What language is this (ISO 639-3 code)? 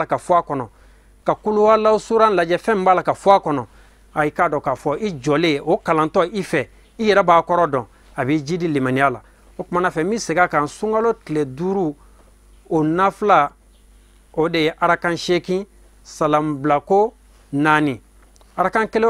bam